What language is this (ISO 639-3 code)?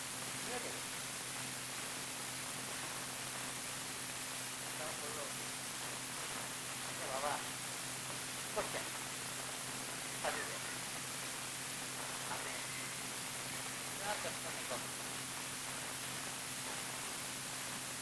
ben